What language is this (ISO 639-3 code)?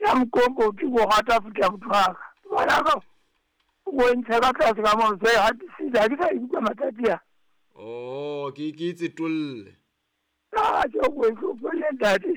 sot